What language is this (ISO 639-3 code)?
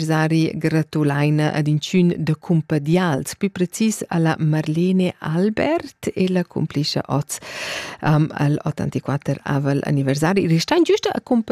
roh